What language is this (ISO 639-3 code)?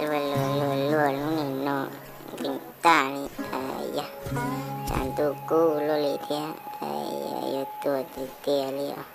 hmn